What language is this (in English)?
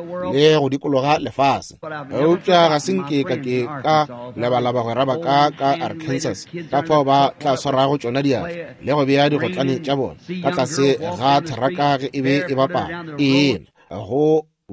Northern Sotho